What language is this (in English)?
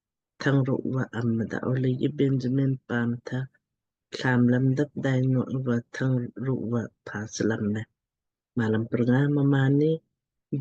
Lamkang